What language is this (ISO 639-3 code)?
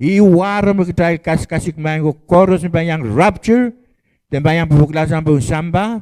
pon